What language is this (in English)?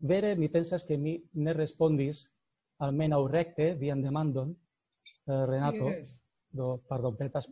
Esperanto